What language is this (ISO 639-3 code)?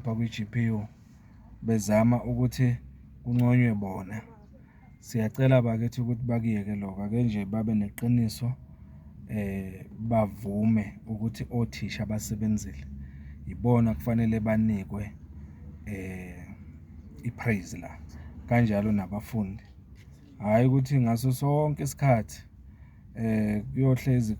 zul